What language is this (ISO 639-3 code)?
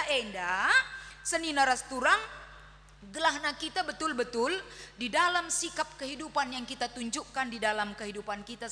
btx